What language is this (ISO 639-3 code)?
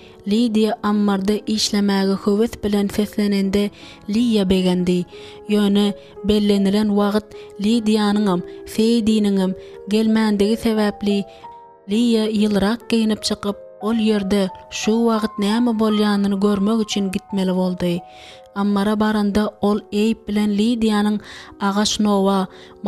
tuk